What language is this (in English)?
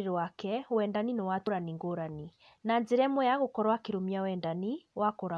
Kikuyu